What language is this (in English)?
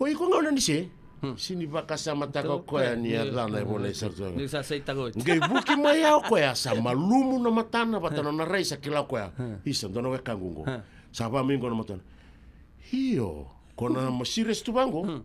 Fijian